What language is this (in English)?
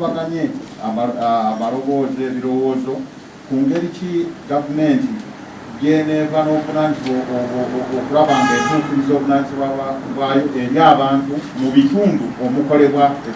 Ganda